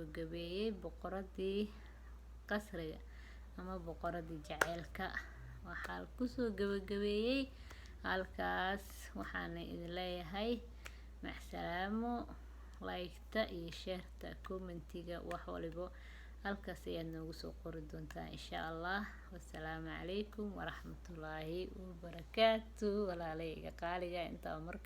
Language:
Somali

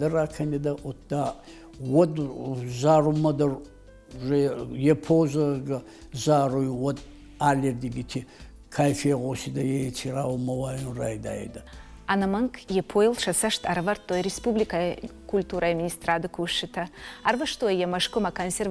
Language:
Ossetic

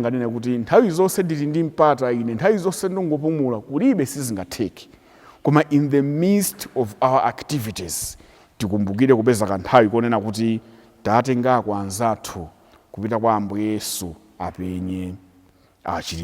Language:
Nyanja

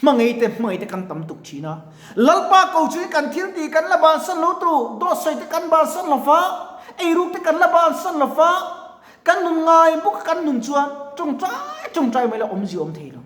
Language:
Mizo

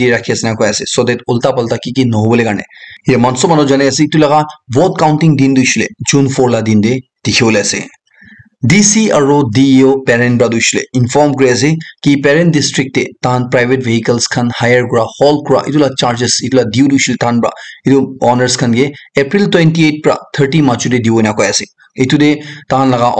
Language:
Naga Pidgin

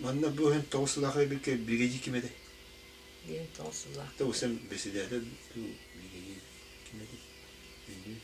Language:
Yakut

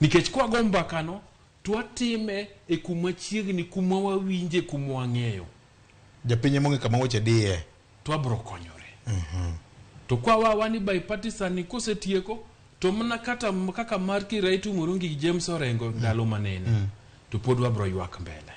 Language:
Luo (Kenya and Tanzania)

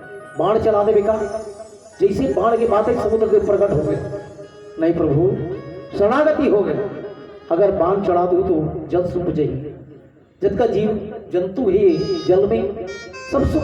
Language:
Chhattisgarhi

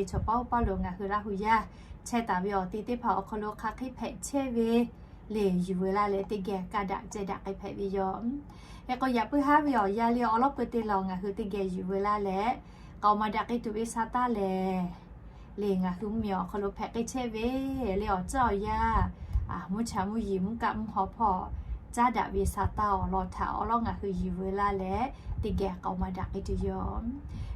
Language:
Lahu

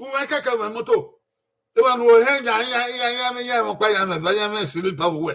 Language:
Bini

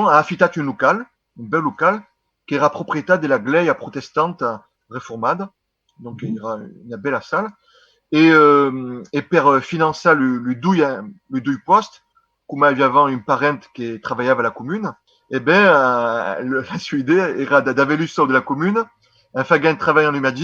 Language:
Occitan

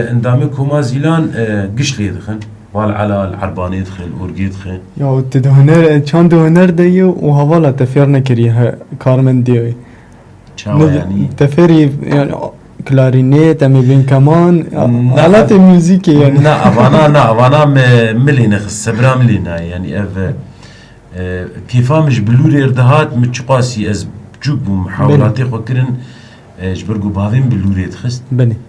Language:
Kurdish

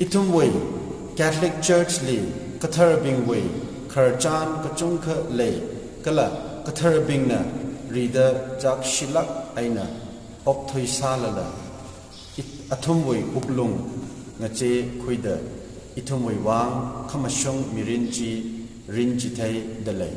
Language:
Tangkhul Naga (India)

